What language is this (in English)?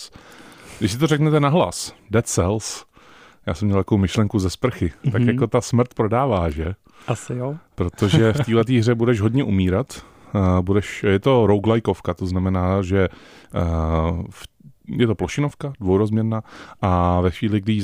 Czech